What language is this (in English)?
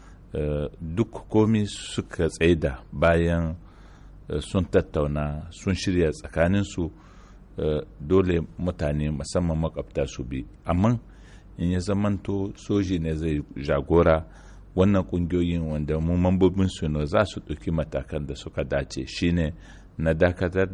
Hausa